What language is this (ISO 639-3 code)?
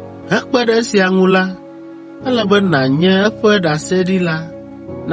ewe